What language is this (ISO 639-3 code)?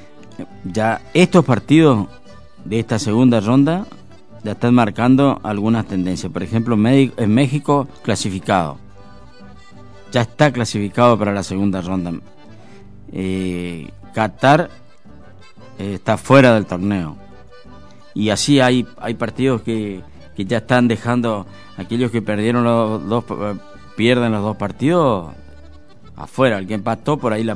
spa